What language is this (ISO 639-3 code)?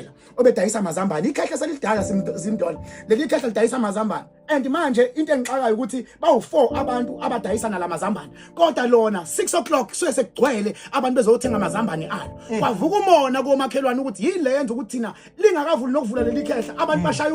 zul